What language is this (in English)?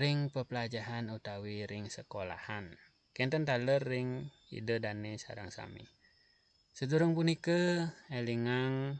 Balinese